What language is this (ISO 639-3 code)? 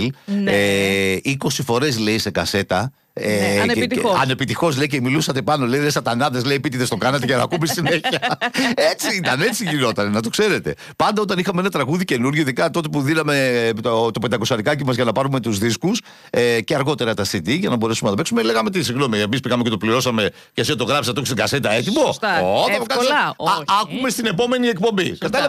ell